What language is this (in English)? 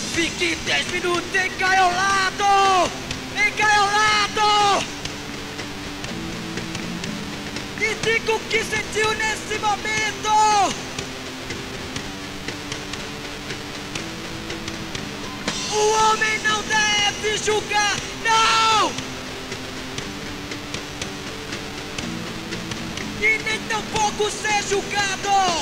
Portuguese